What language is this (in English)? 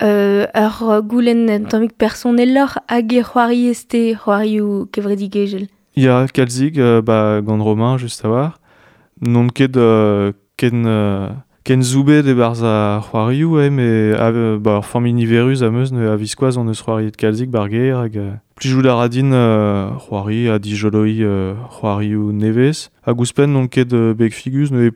Breton